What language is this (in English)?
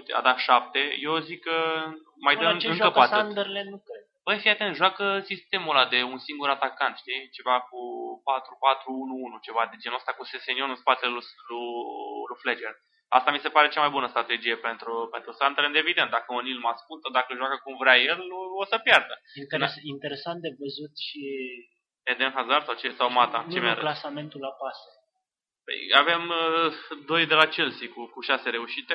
Romanian